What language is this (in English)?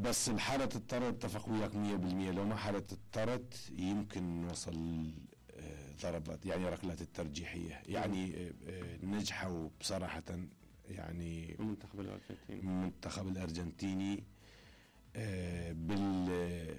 Mesopotamian Arabic